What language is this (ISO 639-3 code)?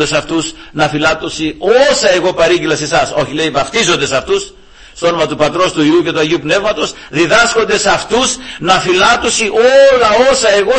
ell